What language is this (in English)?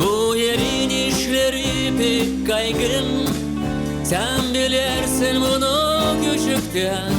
Gagauz